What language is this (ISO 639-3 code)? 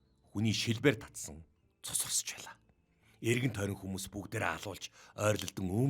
mon